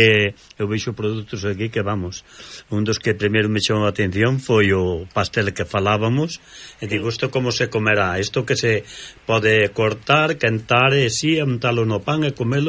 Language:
Galician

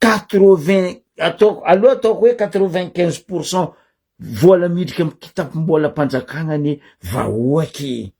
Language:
Malagasy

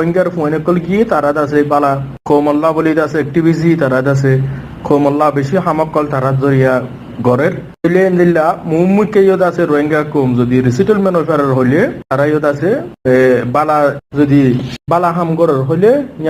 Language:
Rohingya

